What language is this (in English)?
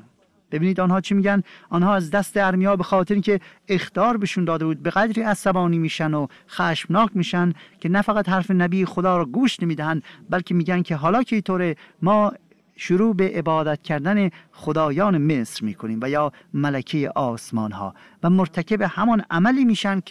Persian